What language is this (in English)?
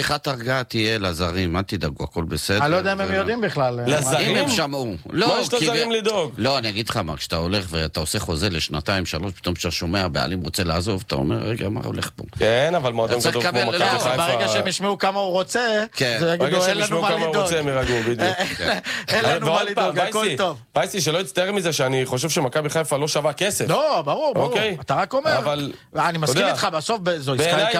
Hebrew